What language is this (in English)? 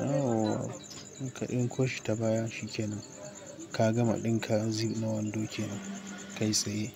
Hausa